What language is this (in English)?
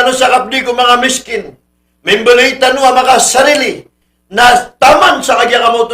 Maranao